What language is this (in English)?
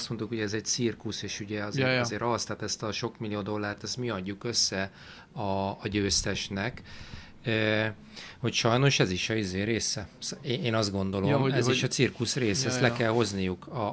Hungarian